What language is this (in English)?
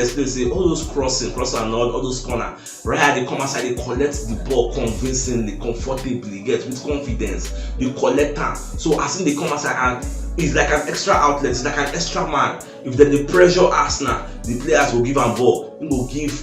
Nigerian Pidgin